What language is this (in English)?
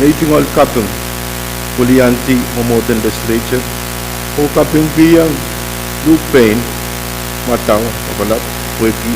Pohnpeian